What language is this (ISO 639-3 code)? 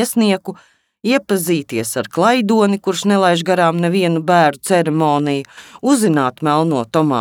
lav